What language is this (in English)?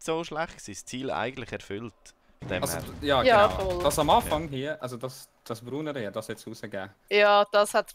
Swiss German